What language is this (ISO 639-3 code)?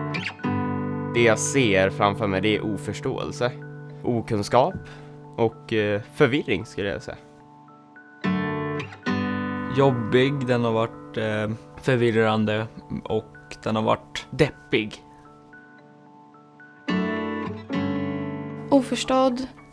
swe